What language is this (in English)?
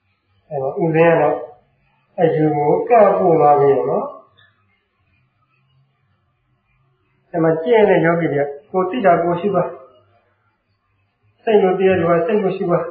Burmese